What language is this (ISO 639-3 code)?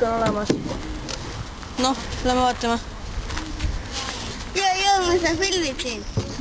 est